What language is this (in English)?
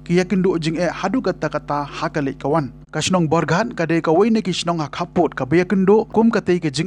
Khasi